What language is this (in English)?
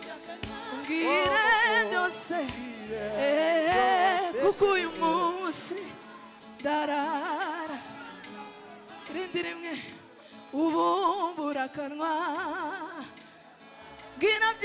Kinyarwanda